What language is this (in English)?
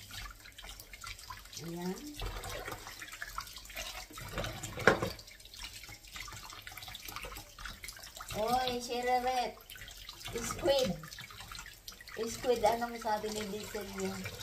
Filipino